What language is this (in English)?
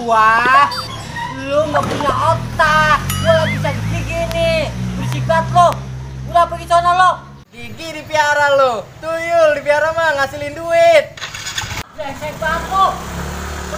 Betawi